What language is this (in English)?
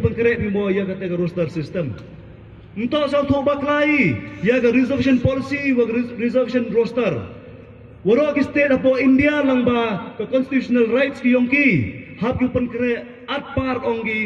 Pnar